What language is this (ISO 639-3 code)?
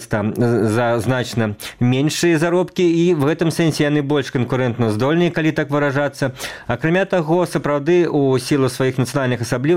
bel